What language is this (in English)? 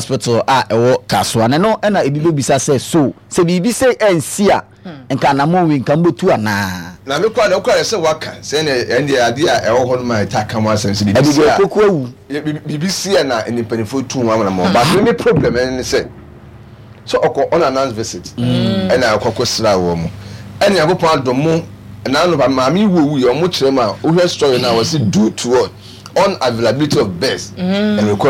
Akan